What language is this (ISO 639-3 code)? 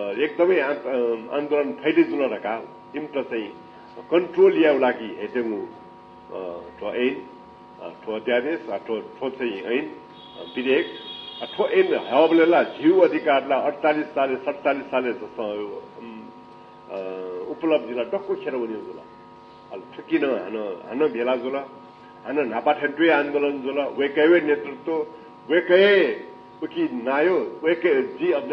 new